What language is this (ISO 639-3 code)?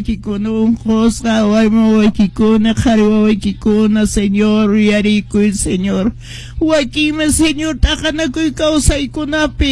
que